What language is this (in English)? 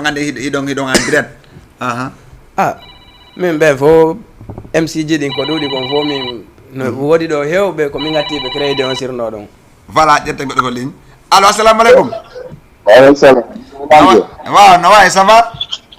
Fula